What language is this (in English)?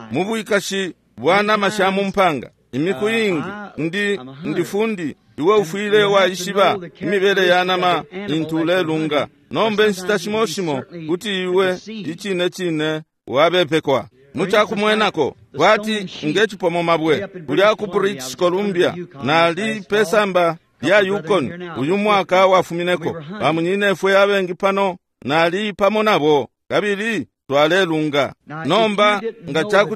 Bemba